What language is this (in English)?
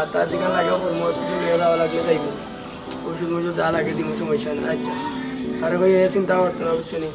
Sylheti